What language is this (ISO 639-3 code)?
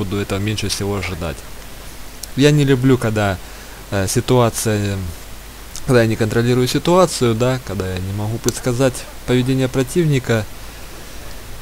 rus